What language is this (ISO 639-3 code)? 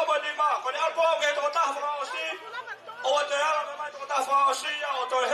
ton